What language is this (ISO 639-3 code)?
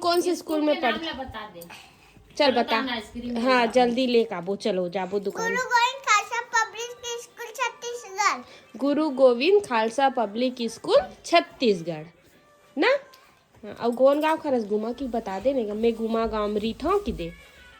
hne